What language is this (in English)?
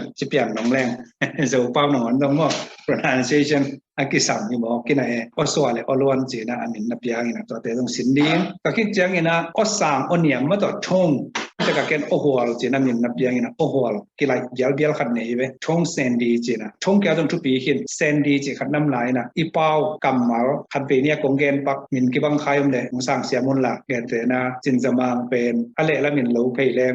Tedim Chin